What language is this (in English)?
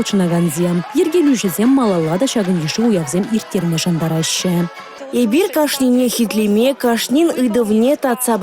Chuvash